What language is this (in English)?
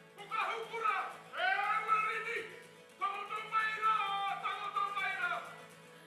Māori